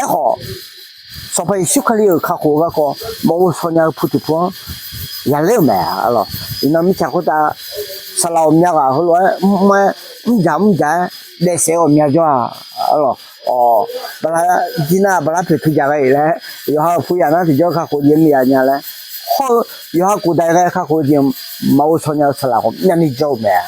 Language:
Akha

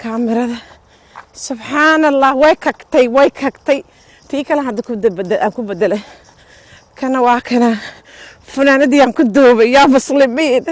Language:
Somali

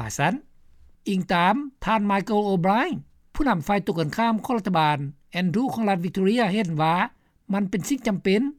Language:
Lao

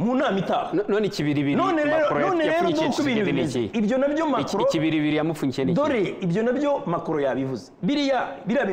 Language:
Kinyarwanda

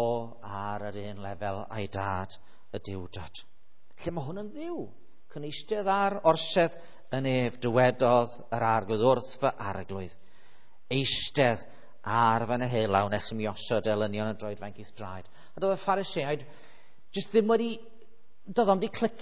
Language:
Welsh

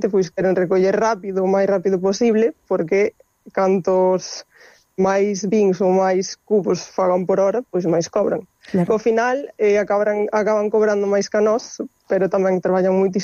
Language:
Galician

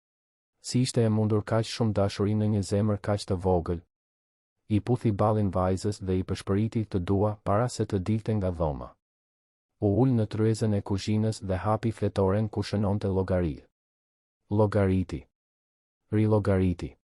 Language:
Albanian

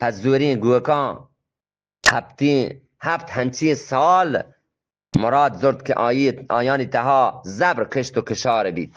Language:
Eastern Balochi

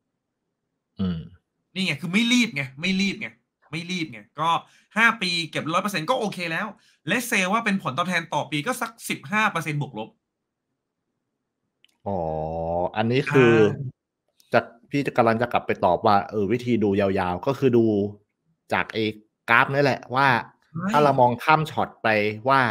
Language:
Thai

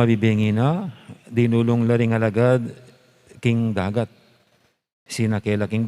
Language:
Pampanga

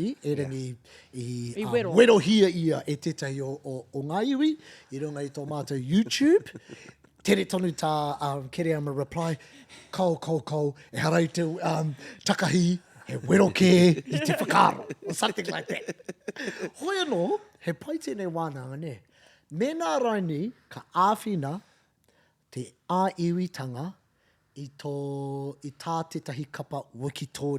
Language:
Māori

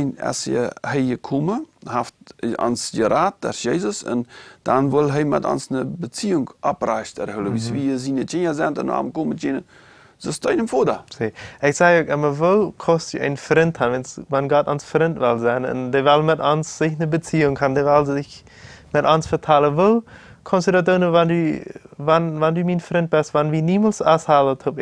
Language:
Plautdietsch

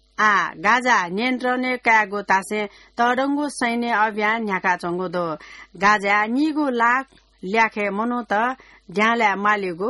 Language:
Newari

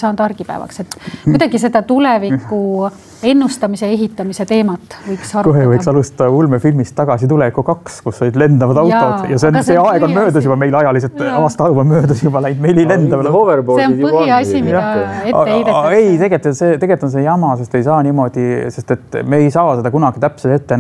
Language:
Estonian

